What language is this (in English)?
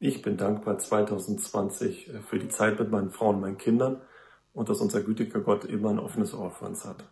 Swiss German